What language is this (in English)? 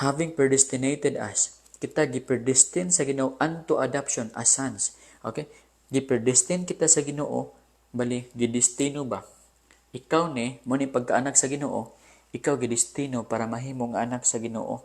Cebuano